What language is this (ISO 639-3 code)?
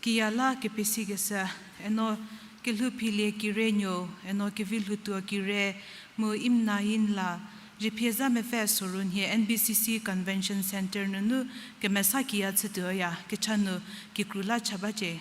njm